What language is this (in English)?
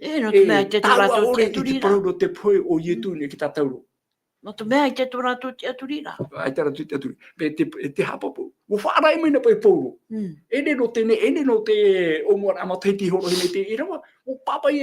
Tahitian